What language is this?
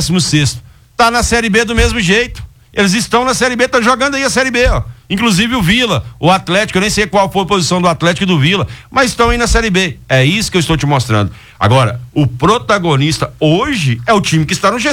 Portuguese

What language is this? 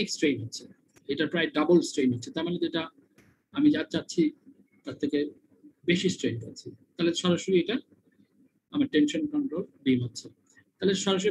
Bangla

